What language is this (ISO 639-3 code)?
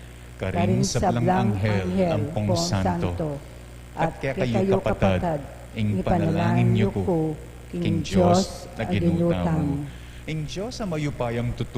pam